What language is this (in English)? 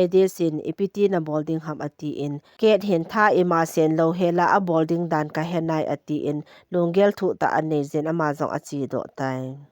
Thado Chin